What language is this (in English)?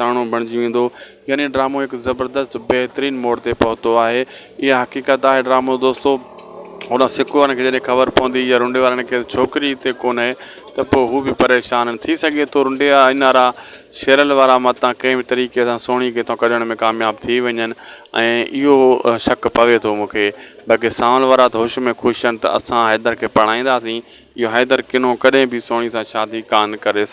Sindhi